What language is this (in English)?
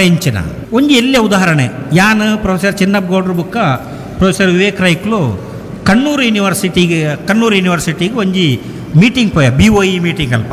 Tulu